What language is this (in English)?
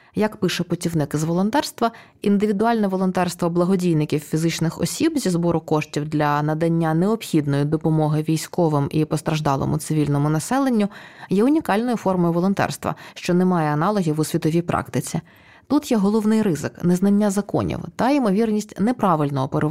Ukrainian